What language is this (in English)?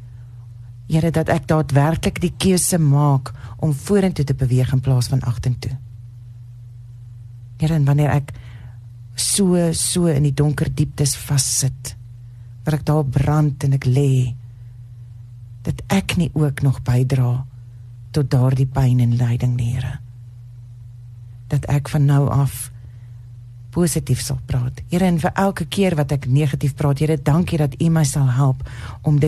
Afrikaans